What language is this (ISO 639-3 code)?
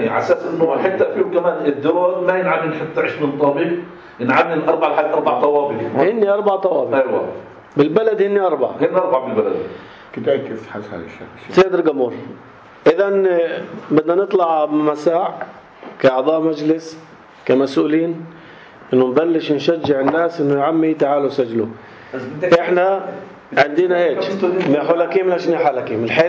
apc